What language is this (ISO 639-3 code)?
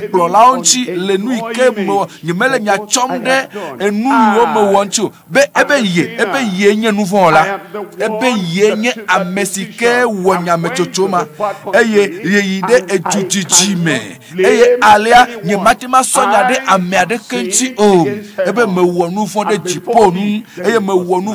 ewe